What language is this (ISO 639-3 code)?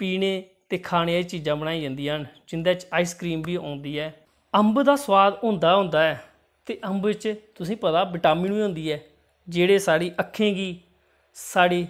doi